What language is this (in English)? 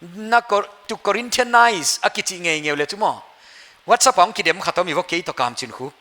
Paite Chin